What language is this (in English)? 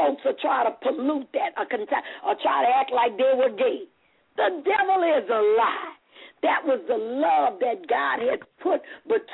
English